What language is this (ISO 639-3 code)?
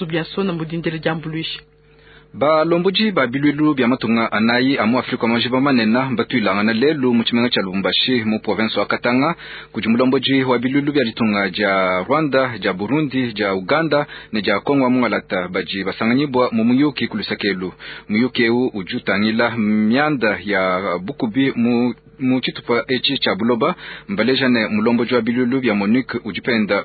lua